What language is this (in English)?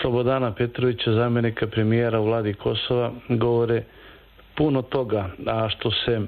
Serbian